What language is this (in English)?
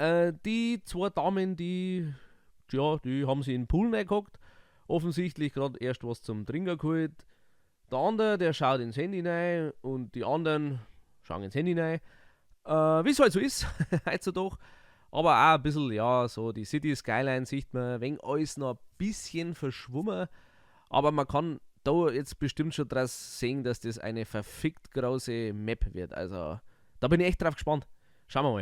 Bavarian